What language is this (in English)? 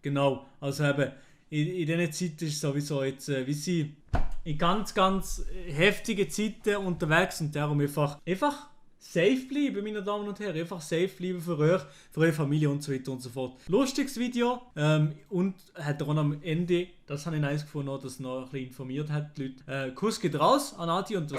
Swiss German